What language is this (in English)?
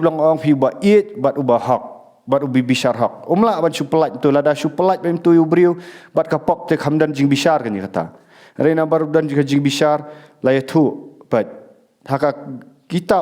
Khasi